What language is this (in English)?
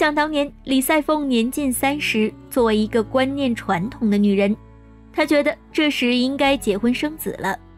Chinese